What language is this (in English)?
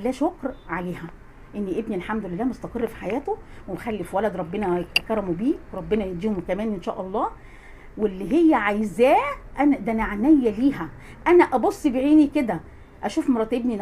Egyptian Arabic